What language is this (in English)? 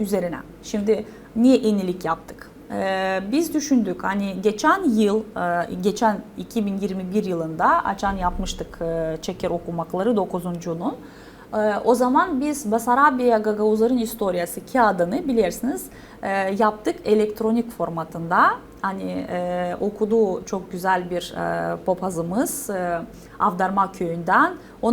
Gagauz